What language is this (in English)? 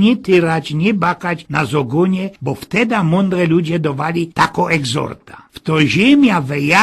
Silesian